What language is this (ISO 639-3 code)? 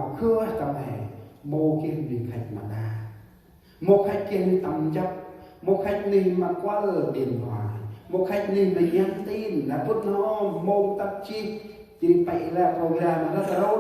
cmo